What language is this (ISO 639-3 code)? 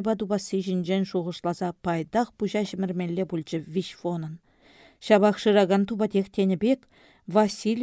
chv